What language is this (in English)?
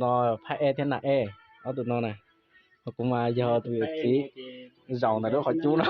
Hmong